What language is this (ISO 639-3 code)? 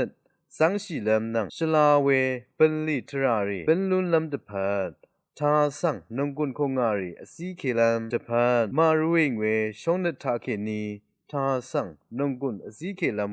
raw